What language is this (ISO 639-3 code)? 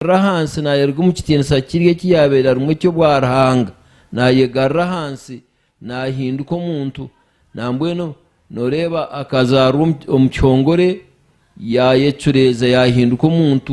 nyn